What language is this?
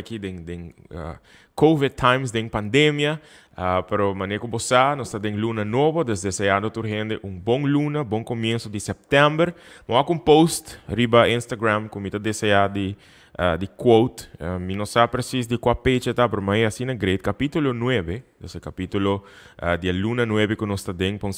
Papiamento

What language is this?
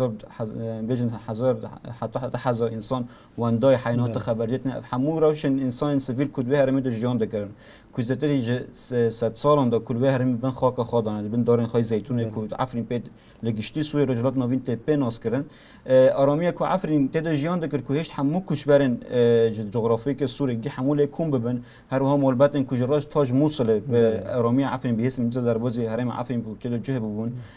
Kurdish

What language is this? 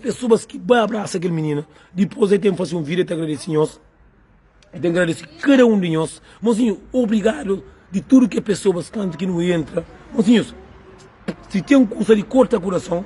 Kabuverdianu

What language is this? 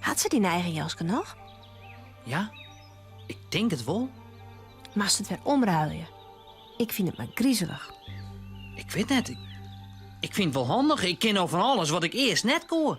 Western Frisian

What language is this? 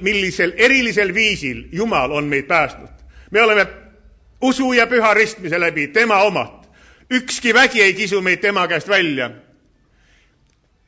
Estonian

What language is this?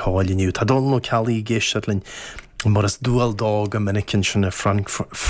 Irish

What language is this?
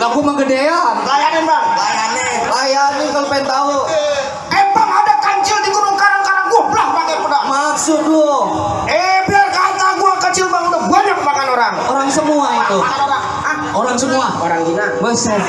Betawi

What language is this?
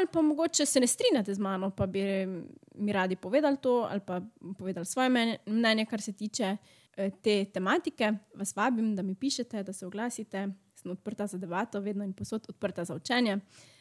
Slovenian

